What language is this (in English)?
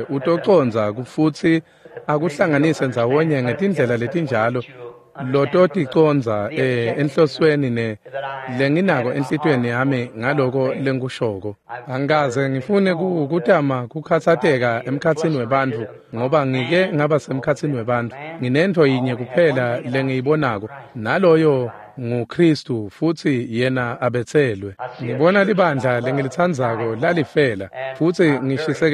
Swati